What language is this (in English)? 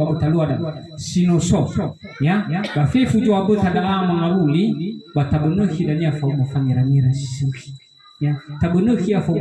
Nias